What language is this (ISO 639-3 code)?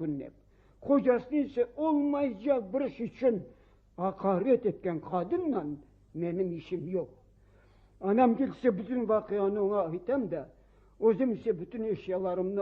crh